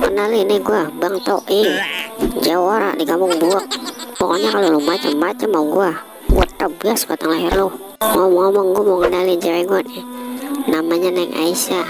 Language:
Betawi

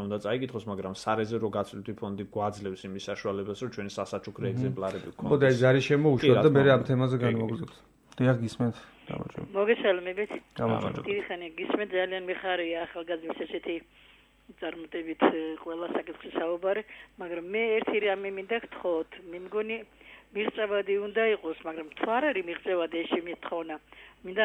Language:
Georgian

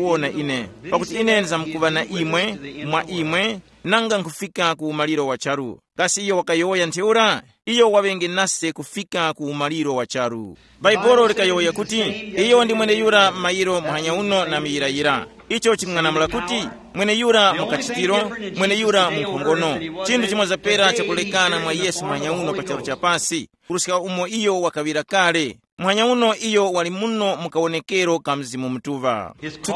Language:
Tumbuka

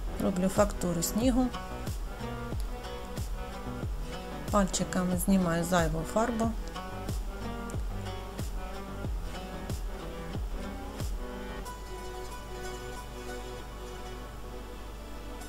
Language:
Ukrainian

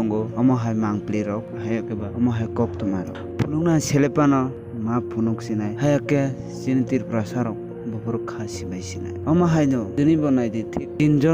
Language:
Kok Borok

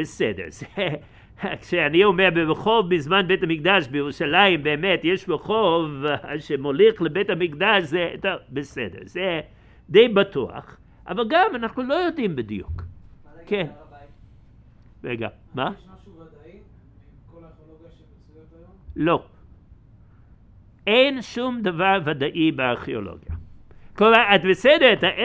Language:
Hebrew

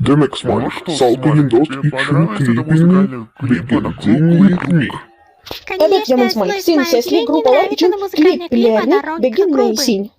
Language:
Crimean Tatar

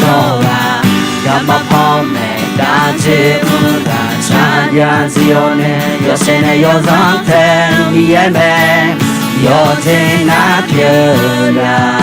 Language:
Akha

